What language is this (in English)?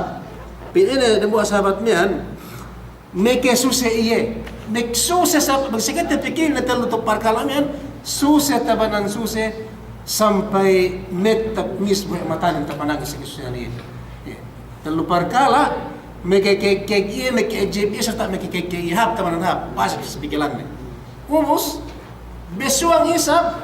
Yakan